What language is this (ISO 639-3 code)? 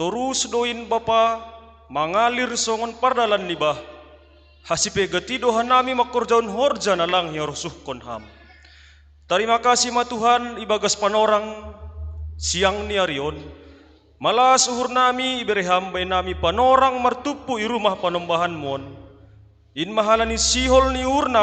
bts